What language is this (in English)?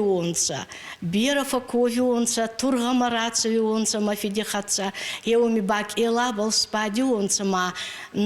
Ossetic